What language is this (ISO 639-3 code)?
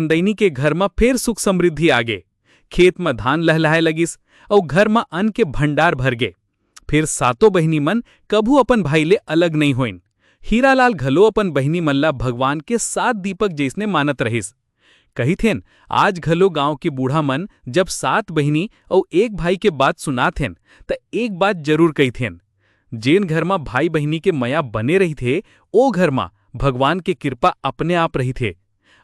hne